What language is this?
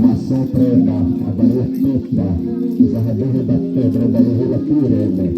Xavánte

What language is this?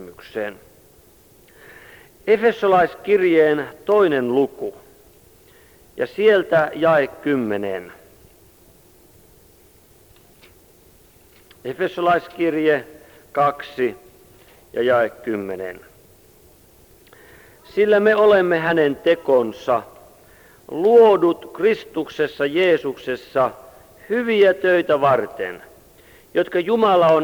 Finnish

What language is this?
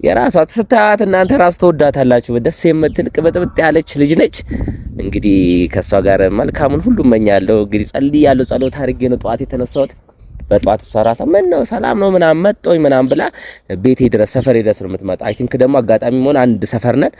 Amharic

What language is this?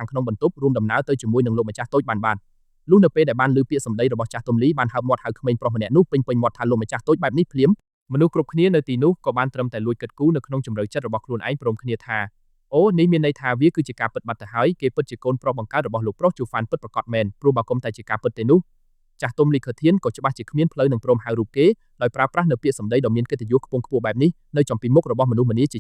Khmer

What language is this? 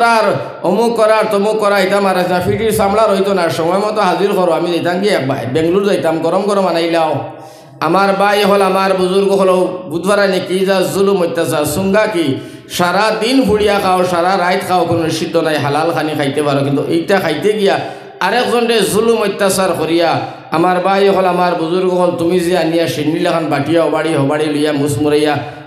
Sylheti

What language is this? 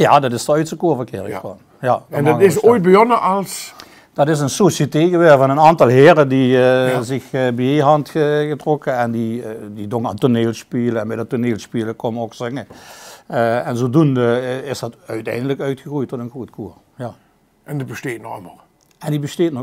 Limburgish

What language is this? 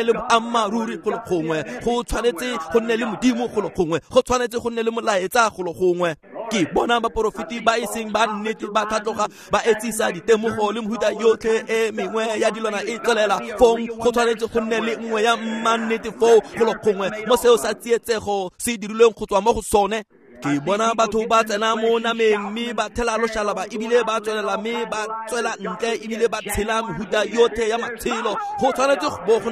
Tswana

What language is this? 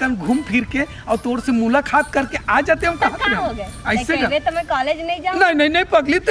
Chhattisgarhi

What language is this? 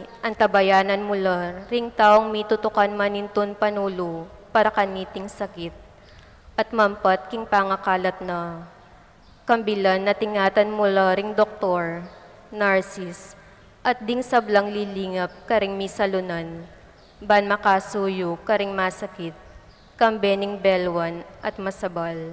Pampanga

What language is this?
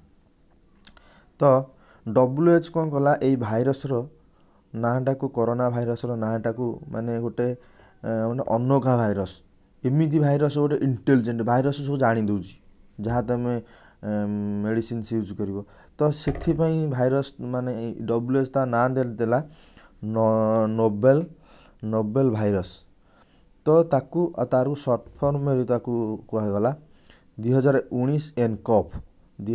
Odia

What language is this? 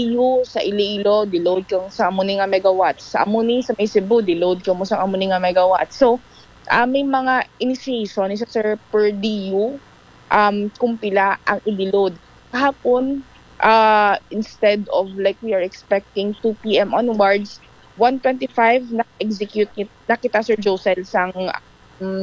Hiligaynon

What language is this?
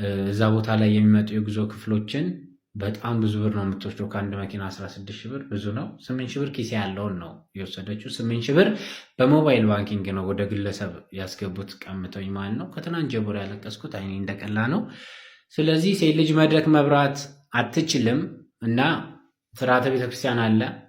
Amharic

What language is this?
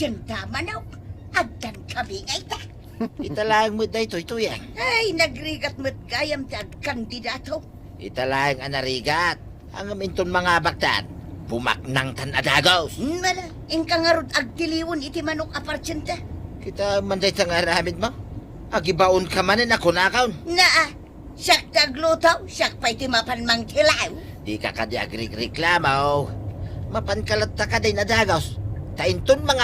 Iloko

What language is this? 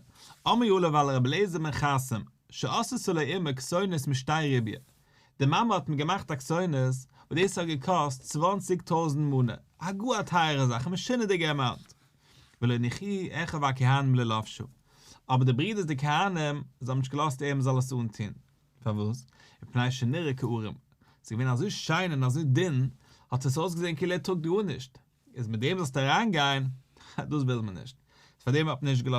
Yiddish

